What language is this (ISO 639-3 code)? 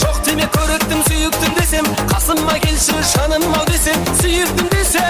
kaa